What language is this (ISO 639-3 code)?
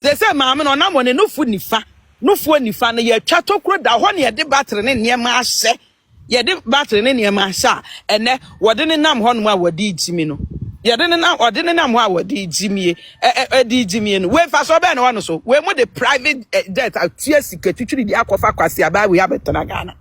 aka